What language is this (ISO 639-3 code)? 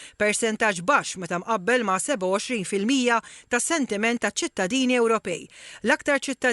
mlt